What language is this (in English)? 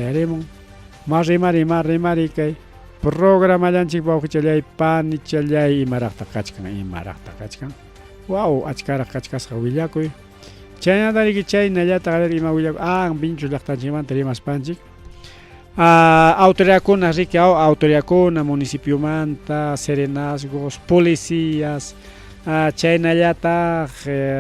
Ayacucho Quechua